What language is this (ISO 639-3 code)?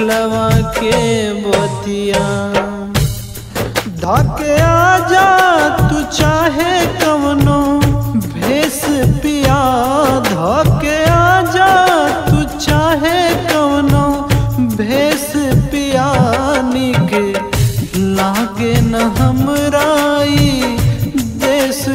bho